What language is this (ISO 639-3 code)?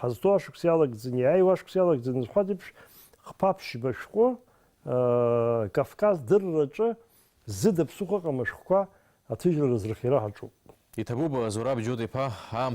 abk